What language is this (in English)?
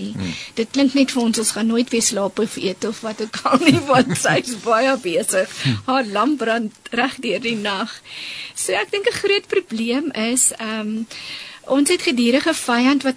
Afrikaans